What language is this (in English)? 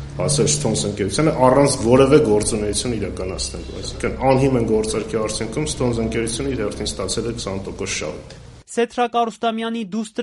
Armenian